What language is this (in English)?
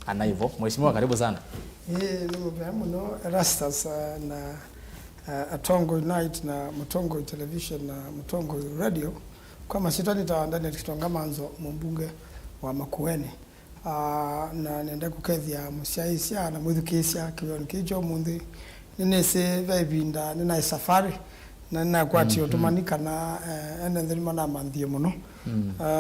Kamba